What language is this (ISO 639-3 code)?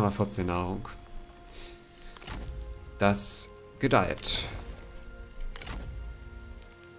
deu